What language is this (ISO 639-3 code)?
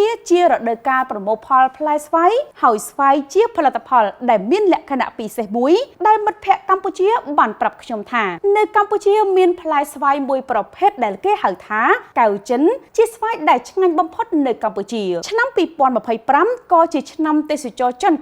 khm